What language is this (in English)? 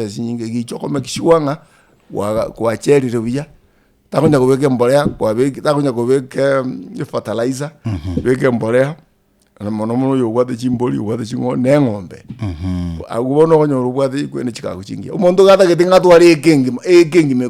Gusii